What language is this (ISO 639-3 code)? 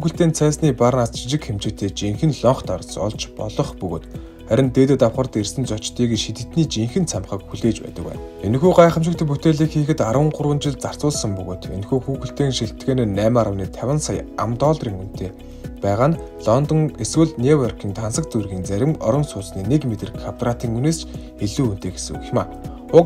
mon